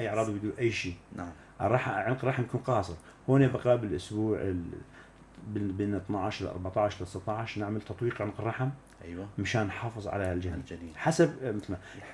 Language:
North Levantine Arabic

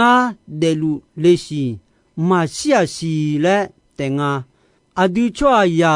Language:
Akha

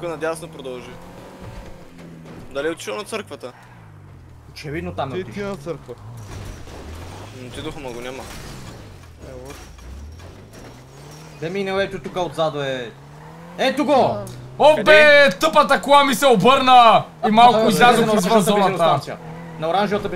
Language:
Bulgarian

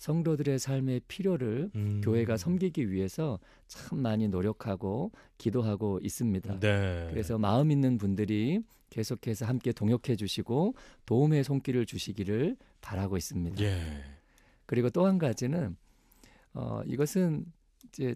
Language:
Korean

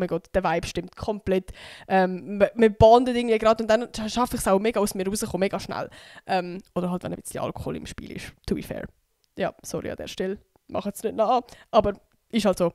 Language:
Swiss German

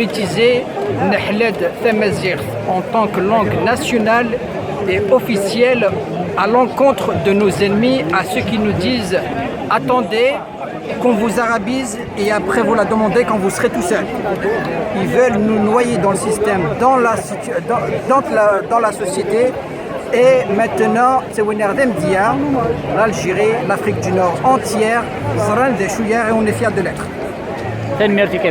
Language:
Kabyle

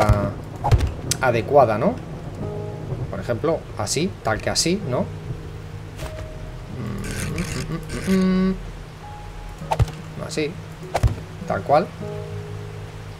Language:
Spanish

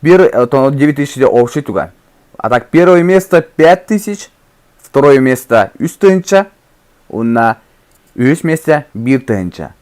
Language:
Yakut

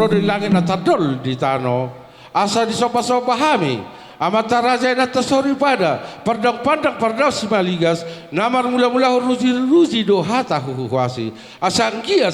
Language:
Batak Toba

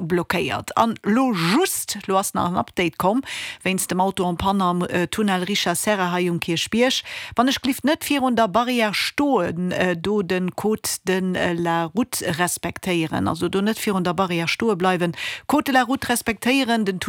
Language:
Luxembourgish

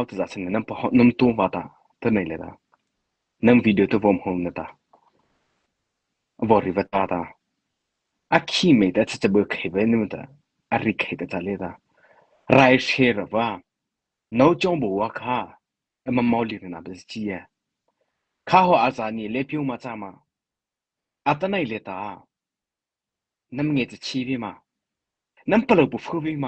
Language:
Mara Chin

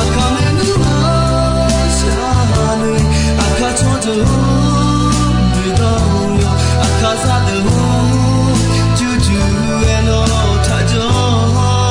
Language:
Akha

